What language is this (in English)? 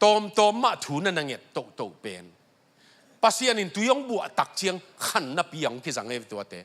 Tedim Chin